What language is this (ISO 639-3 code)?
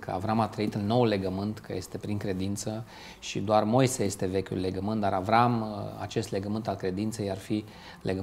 ron